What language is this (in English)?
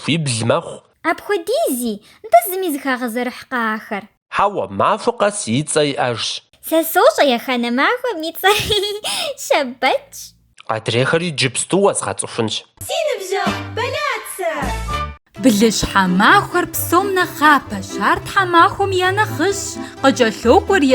Kabardian